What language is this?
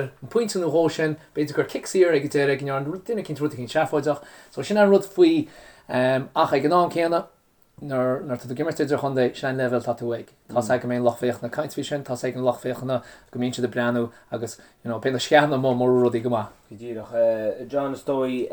Irish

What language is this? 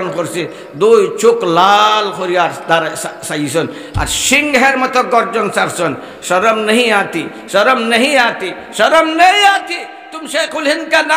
Sylheti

